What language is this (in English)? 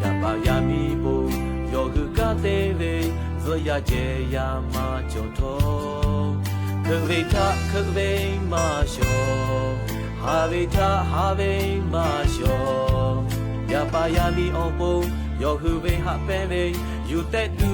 Lahu